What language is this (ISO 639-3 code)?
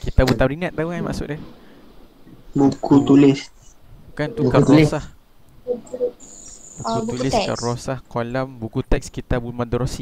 msa